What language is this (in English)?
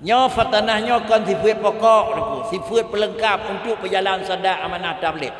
Achinese